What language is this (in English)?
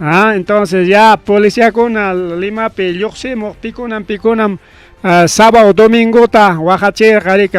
Ayacucho Quechua